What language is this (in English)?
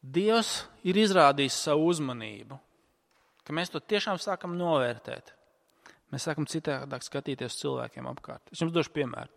Latvian